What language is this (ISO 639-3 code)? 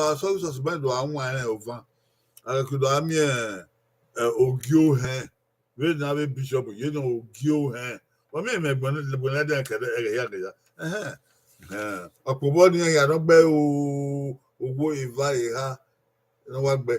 bin